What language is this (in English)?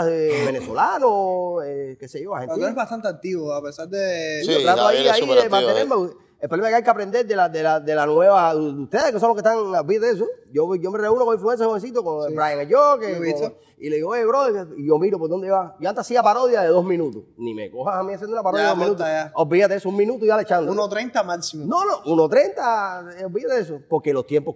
Spanish